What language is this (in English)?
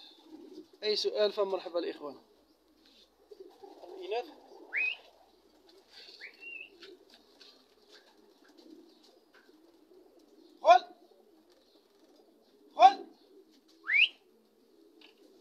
Arabic